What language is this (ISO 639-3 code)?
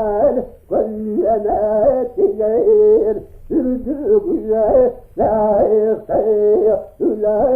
sah